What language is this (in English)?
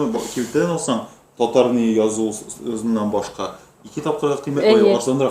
Tatar